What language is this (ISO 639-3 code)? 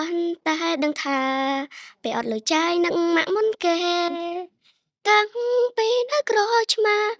khm